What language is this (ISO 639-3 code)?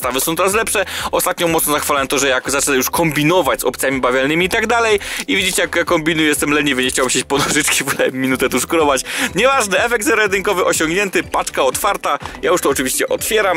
pol